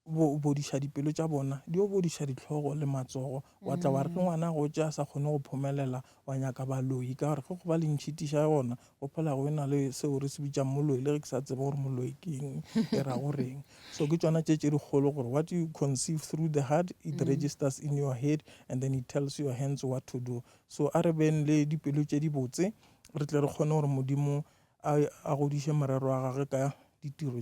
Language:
Northern Sotho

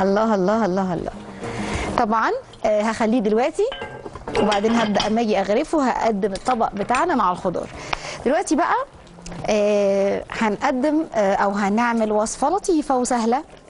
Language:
Egyptian Arabic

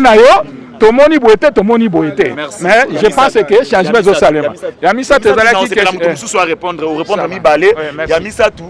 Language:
Lingala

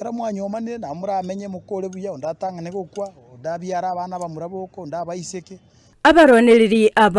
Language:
Gusii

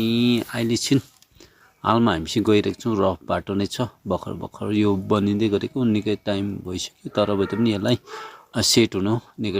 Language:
Nepali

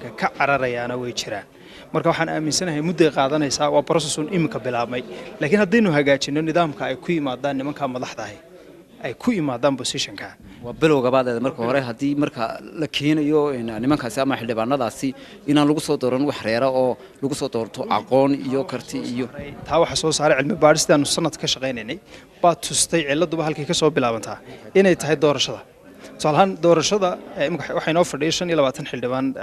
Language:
Somali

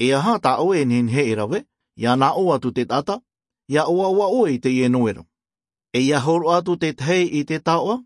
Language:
Tahitian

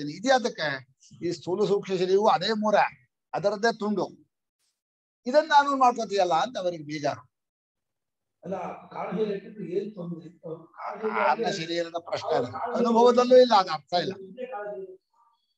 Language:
Kannada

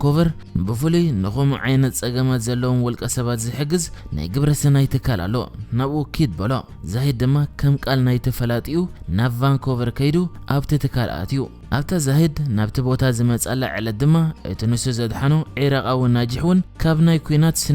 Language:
Tigrinya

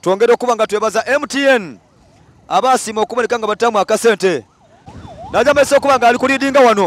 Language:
Soga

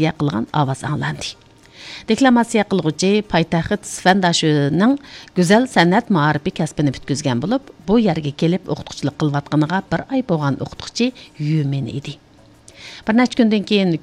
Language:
Uyghur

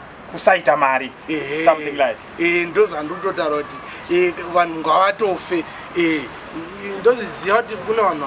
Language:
Shona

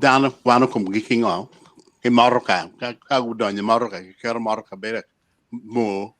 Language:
Acoli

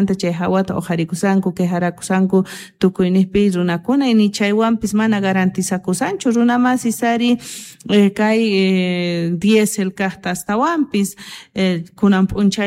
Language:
South Bolivian Quechua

